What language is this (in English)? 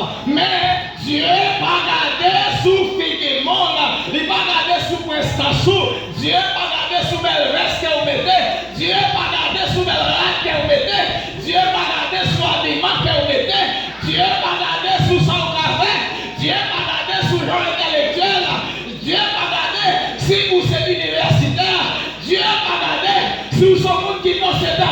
Haitian Creole